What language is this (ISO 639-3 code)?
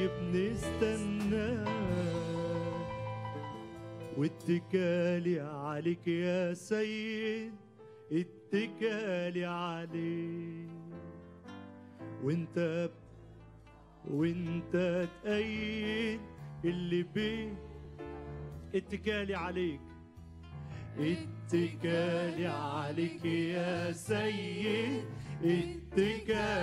arz